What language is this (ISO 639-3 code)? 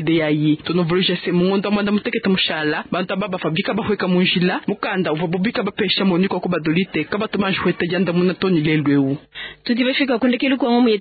lua